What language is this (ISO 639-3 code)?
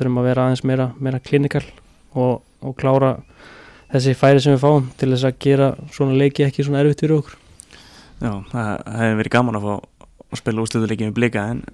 isl